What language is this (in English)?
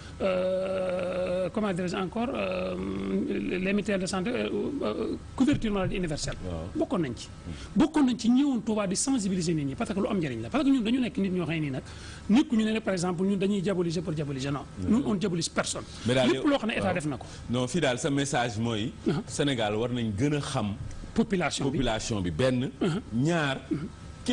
Wolof